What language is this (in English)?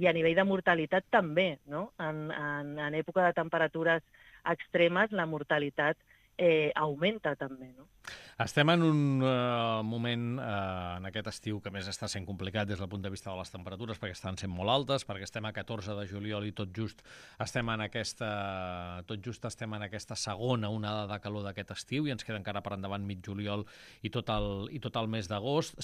Catalan